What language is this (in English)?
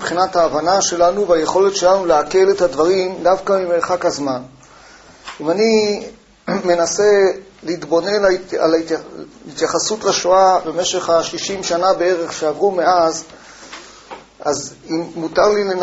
Hebrew